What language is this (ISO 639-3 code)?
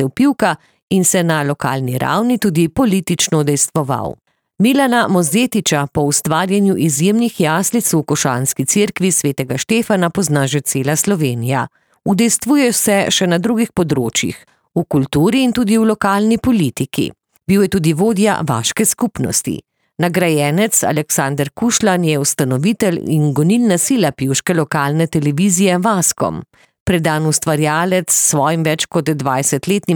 slv